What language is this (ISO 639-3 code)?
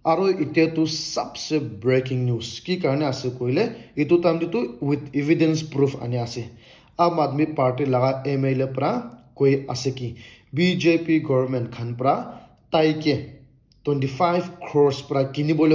nag